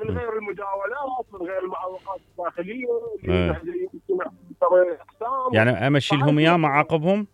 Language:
Mesopotamian Arabic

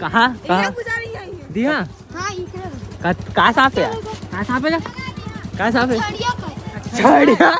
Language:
Chhattisgarhi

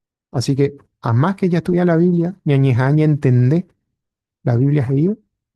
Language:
Guarani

